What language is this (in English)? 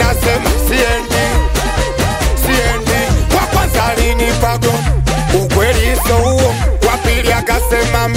Swahili